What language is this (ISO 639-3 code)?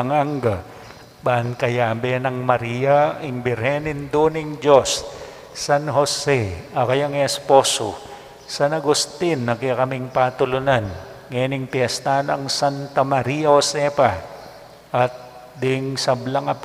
pam